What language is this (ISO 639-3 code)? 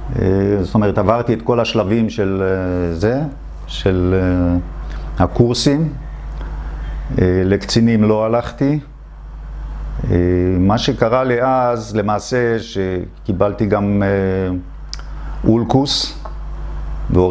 heb